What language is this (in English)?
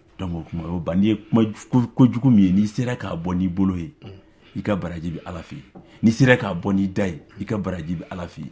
Bambara